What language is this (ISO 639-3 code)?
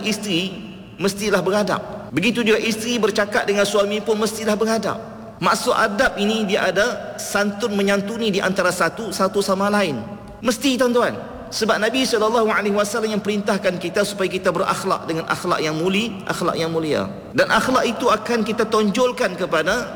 msa